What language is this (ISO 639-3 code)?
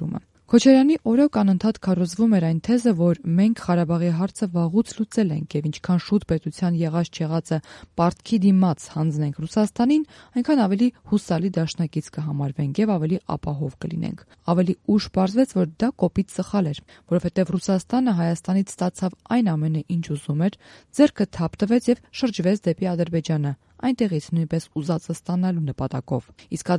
hye